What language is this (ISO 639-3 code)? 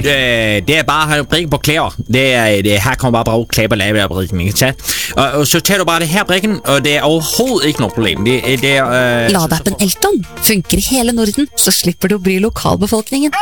nor